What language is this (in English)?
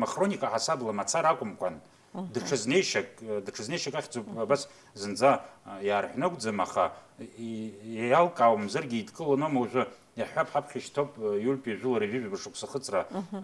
Abkhazian